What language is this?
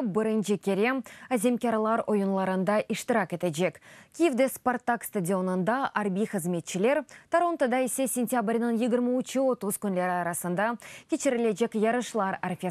Crimean Tatar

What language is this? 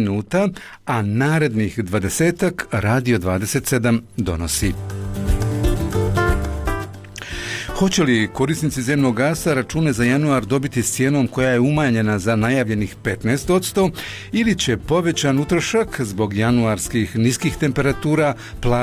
Bosnian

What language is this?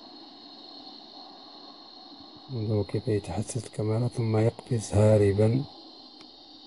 Arabic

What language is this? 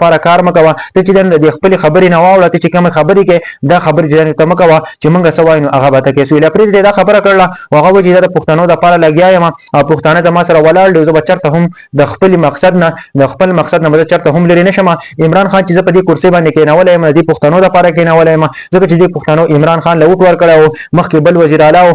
Pashto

